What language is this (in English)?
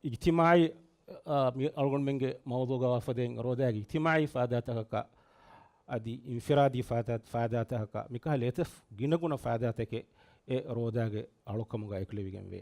Divehi